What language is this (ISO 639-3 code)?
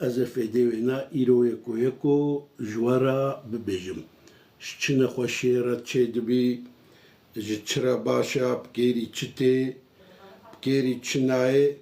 kur